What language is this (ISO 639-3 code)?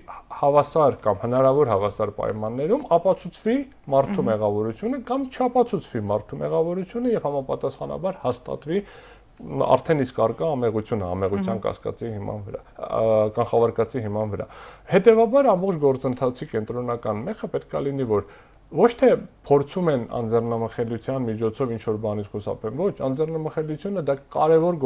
hye